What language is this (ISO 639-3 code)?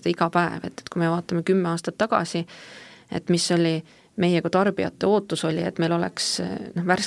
est